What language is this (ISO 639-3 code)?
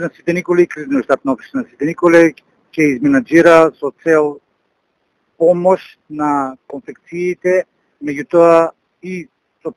mkd